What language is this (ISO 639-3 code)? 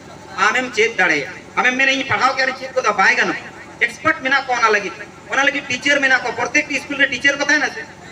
sat